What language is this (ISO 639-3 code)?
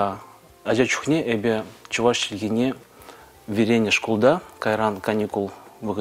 chv